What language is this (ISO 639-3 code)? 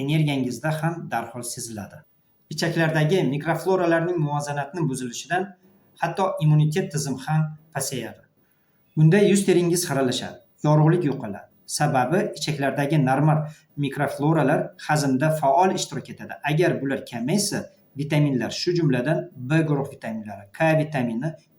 uzb